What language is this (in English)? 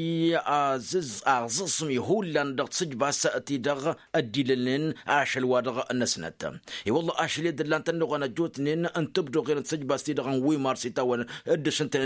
Tamasheq